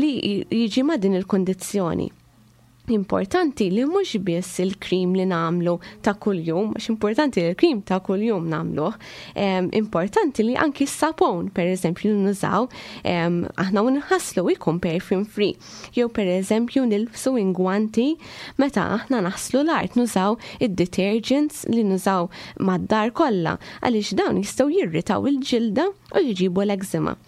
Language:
Maltese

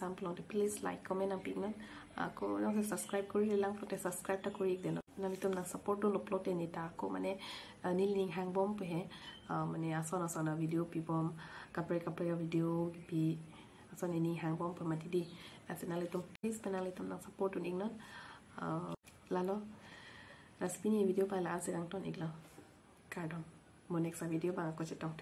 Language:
Karbi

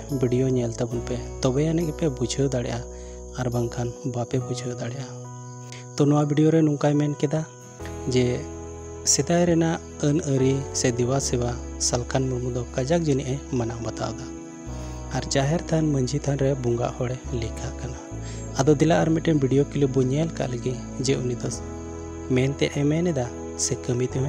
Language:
Santali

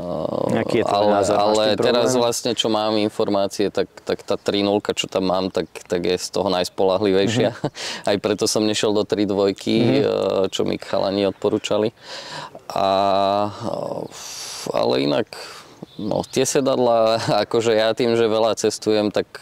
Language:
Slovak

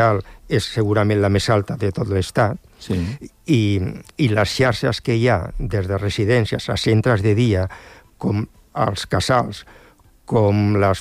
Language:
Catalan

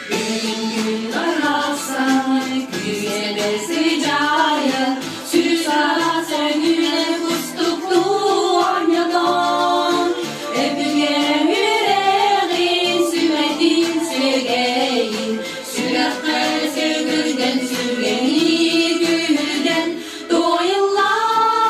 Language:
Yakut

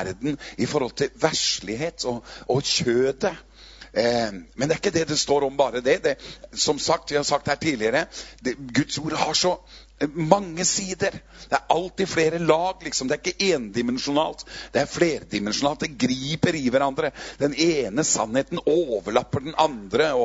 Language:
Norwegian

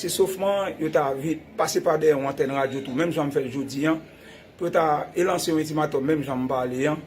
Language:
Haitian Creole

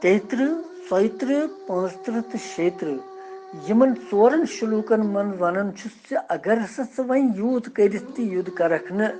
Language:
Kashmiri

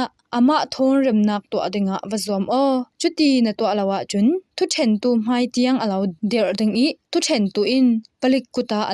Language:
Falam Chin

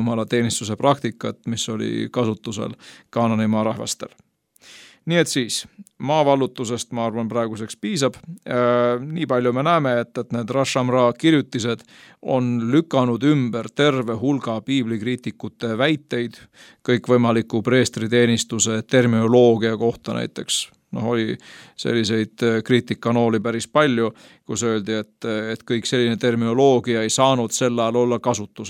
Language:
Estonian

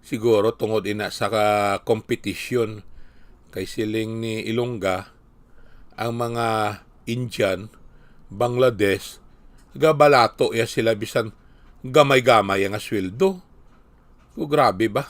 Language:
Hiligaynon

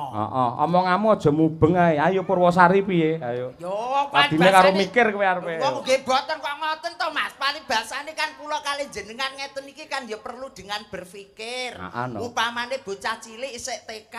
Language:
Javanese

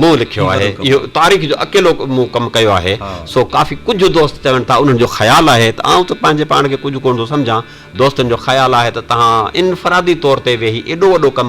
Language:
Sindhi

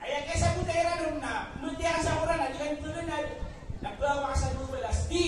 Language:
Maranao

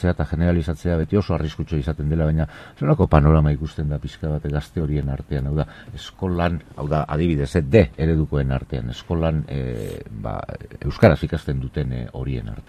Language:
Basque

